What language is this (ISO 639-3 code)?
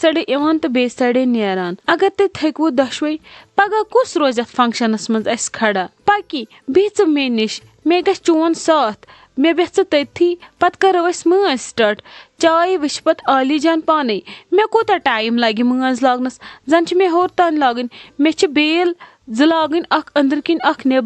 kas